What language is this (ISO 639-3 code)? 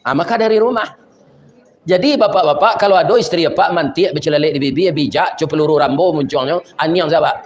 min